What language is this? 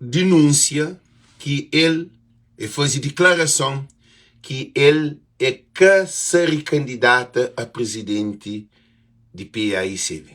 Kabuverdianu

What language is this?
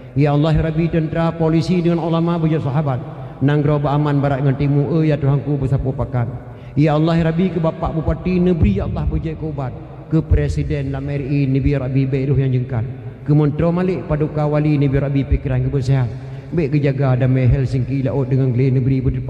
Achinese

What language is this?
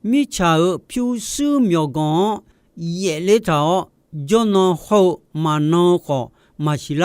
Akha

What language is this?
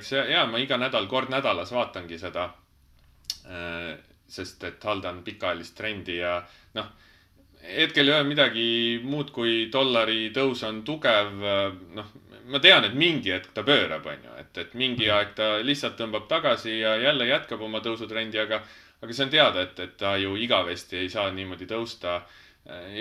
Estonian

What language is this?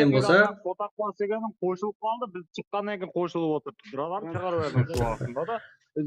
Kara-Kalpak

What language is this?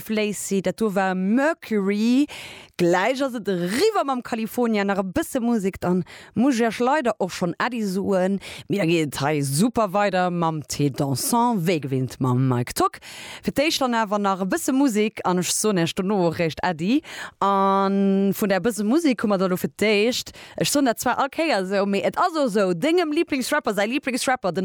Luxembourgish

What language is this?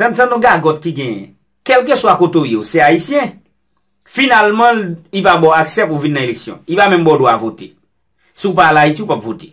Haitian Creole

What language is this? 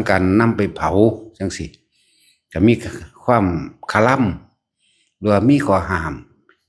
Lao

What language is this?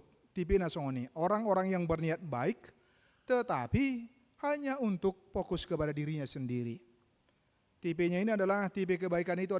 Batak Toba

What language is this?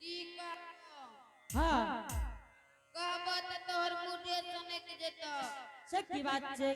Angika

